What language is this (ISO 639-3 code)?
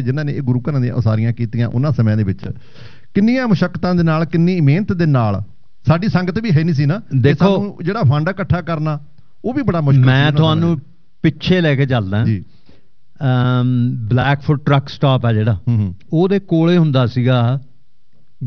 pan